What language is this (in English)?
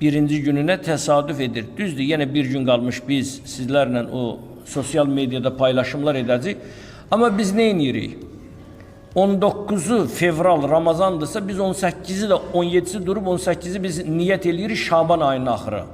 Azerbaijani